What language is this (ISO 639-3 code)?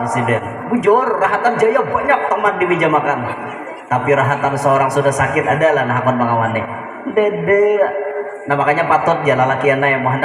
bjn